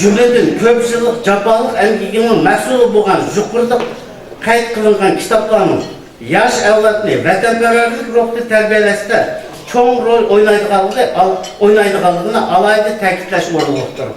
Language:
Uyghur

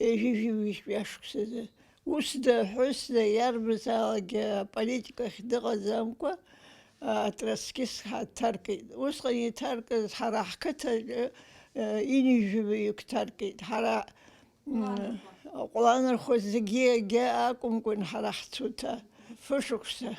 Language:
Abkhazian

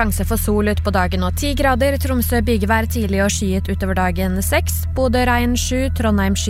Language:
Norwegian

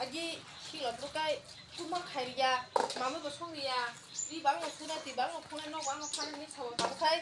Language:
Kok Borok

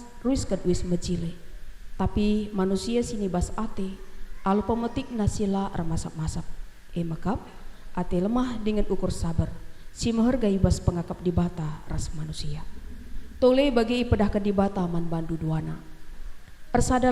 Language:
Batak Karo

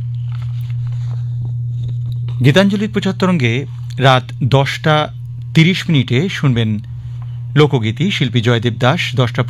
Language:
Bangla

